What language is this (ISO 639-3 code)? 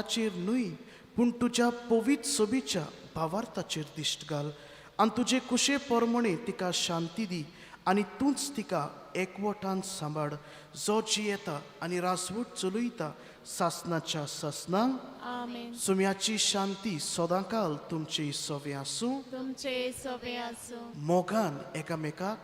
kok